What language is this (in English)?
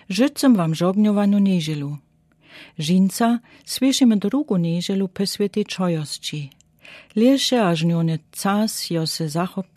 Lower Sorbian